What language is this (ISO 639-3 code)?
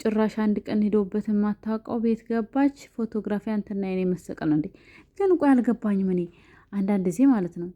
amh